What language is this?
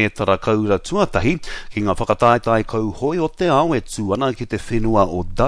Māori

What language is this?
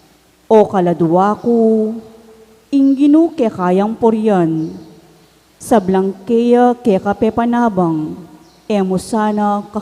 Pampanga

